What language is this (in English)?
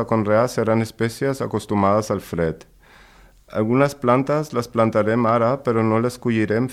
Catalan